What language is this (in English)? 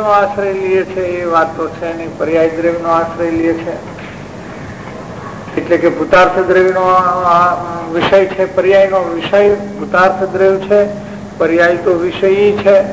Gujarati